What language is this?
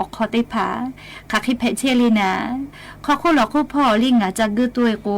Lahu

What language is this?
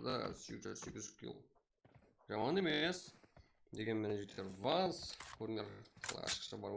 Kara-Kalpak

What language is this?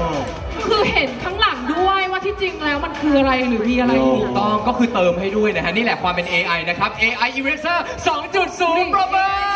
Thai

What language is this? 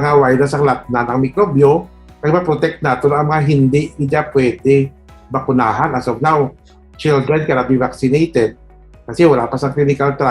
Hiligaynon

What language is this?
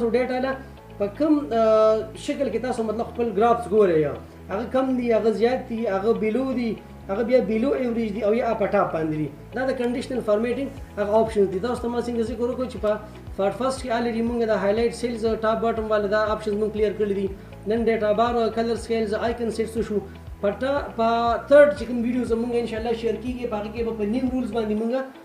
Pashto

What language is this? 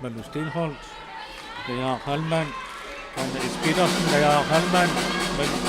Kalaallisut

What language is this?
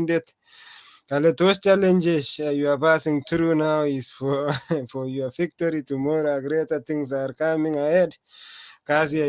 Kalenjin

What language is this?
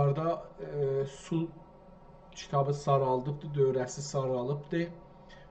South Azerbaijani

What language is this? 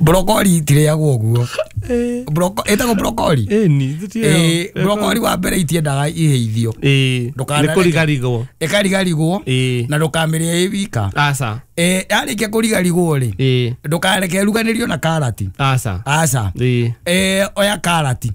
Kikuyu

